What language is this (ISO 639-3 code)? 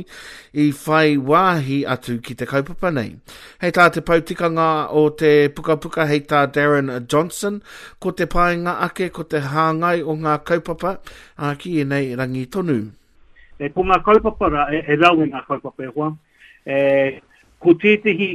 mri